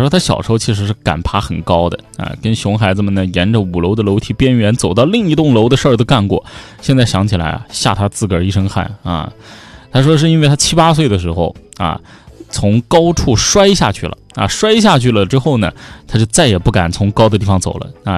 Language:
Chinese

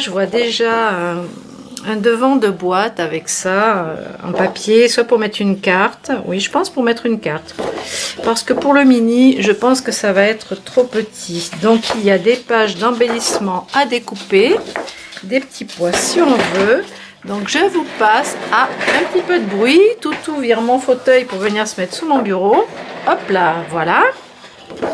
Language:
French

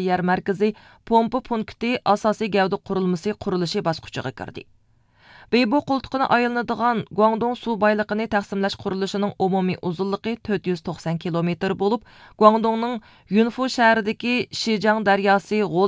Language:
Uyghur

